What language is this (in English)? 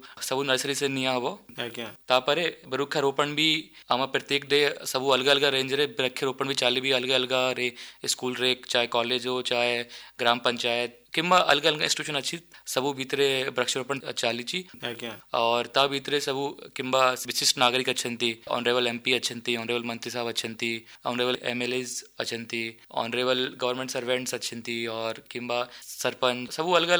Odia